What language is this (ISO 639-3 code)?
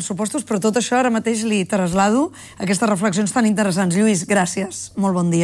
cat